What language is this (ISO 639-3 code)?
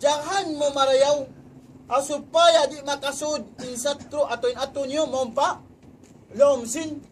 tsg